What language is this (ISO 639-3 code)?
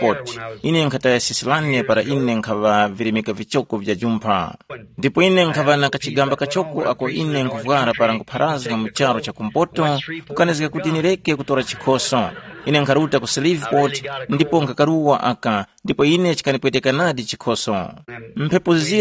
tum